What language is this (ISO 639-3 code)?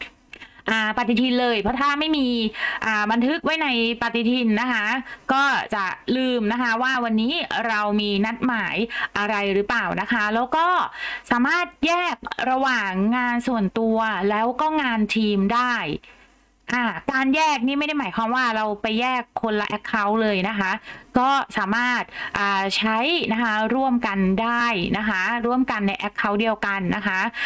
tha